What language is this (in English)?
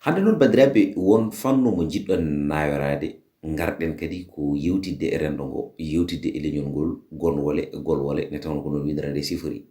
Fula